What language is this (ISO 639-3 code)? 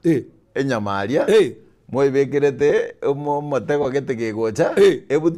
guz